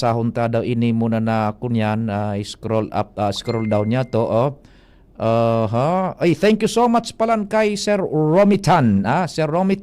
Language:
Bikol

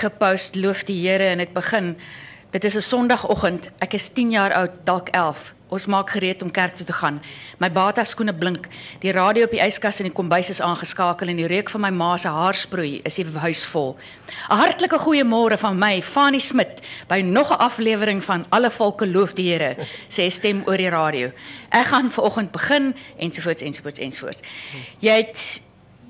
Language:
Afrikaans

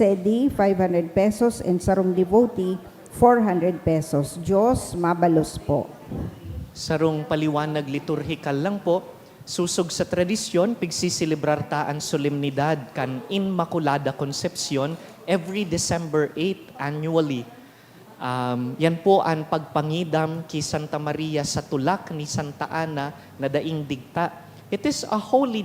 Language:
Bikol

